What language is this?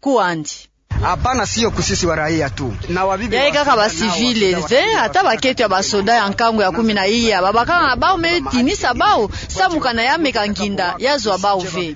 Kituba (Democratic Republic of Congo)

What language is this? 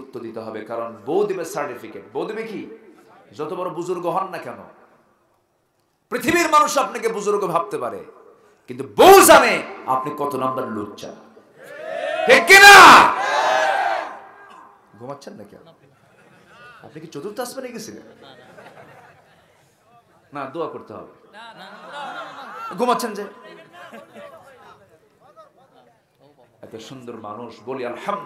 Bangla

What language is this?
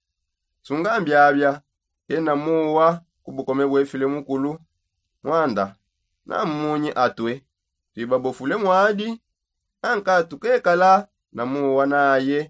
Songe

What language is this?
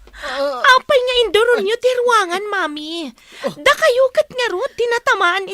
Iloko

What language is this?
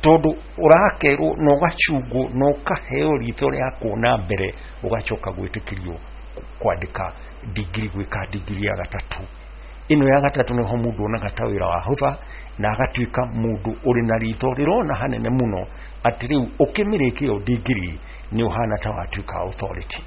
Kikuyu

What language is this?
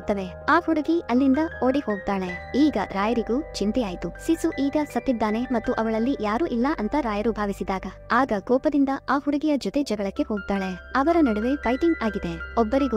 Kannada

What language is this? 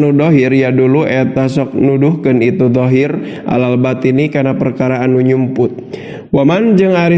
Sundanese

